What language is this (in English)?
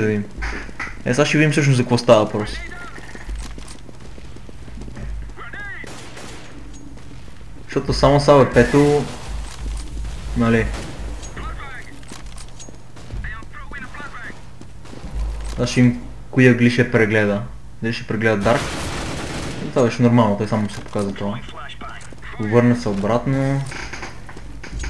Bulgarian